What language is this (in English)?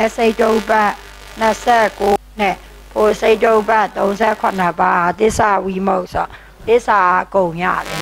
Burmese